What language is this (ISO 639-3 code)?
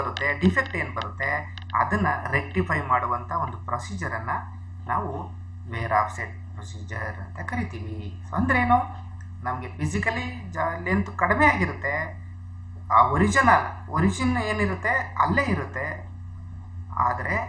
kan